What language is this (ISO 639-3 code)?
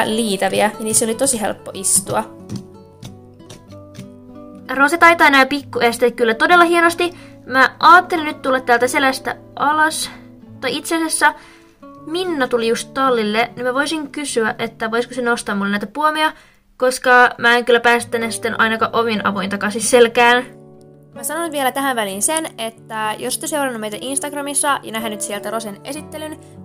fin